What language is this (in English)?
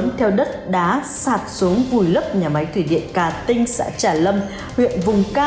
Vietnamese